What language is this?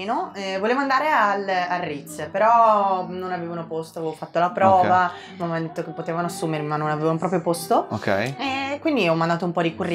Italian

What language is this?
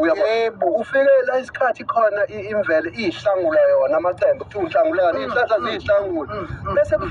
Zulu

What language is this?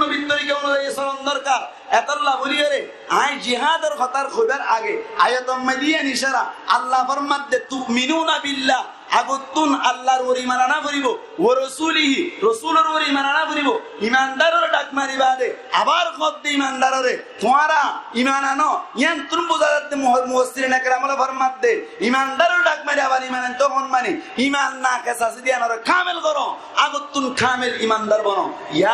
Rohingya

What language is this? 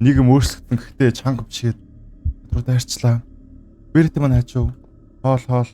Mongolian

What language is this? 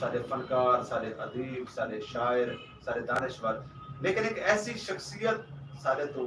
Saraiki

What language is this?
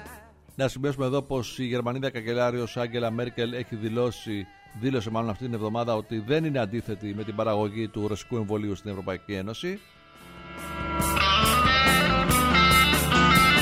Greek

